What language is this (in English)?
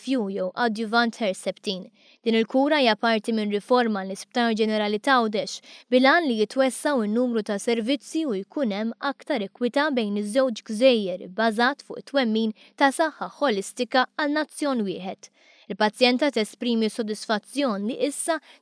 Maltese